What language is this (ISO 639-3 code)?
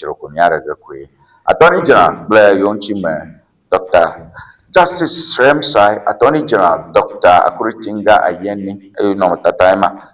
ewe